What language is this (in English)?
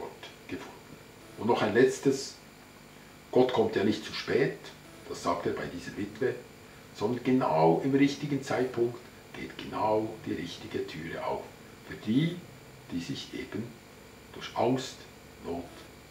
Swiss German